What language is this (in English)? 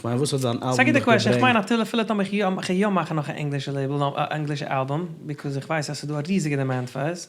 Yiddish